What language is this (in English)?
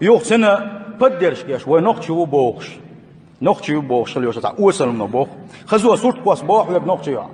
Chechen